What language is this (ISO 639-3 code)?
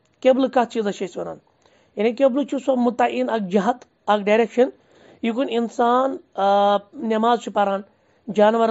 kas